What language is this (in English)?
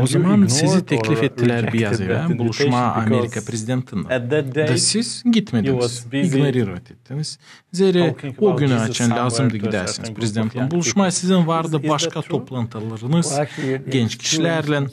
Gagauz